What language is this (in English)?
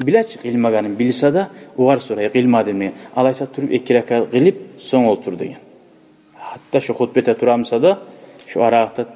Kumyk